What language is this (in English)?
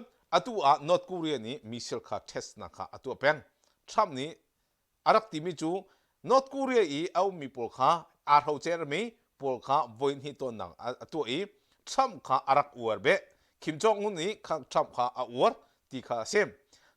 Hakha Chin